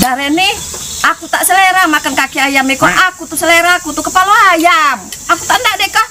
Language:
Musi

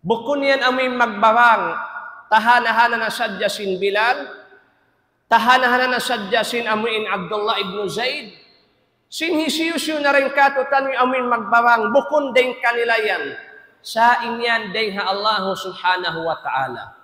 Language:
Tausug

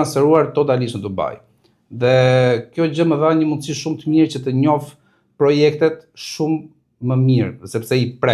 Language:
Albanian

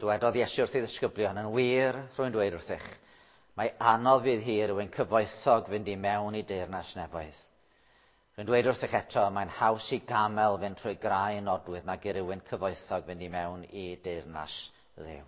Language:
Welsh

